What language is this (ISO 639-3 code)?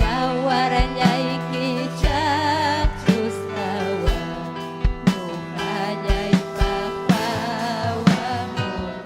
quy